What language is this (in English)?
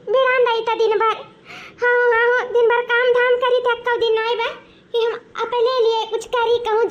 Awadhi